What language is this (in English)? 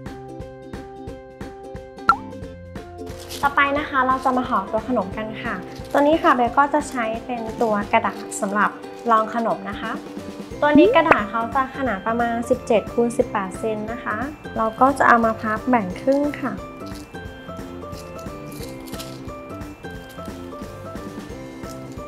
Thai